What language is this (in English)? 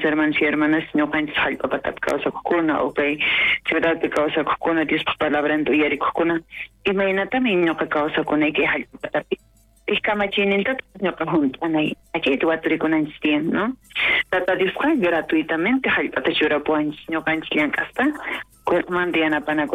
South Bolivian Quechua